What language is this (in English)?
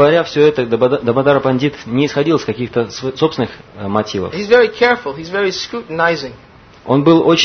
Russian